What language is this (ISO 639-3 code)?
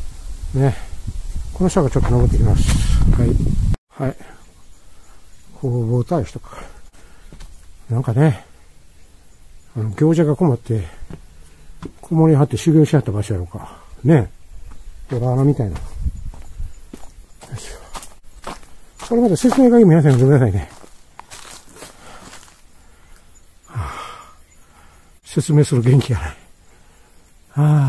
jpn